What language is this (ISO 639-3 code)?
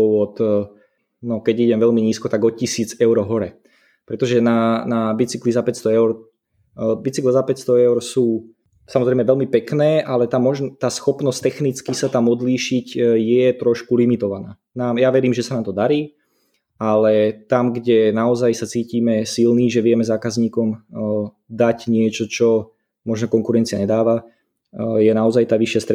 slk